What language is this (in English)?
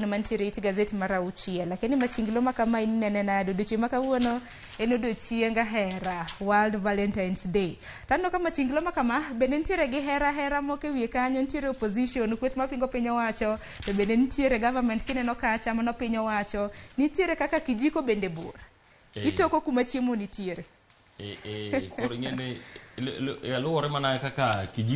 Luo (Kenya and Tanzania)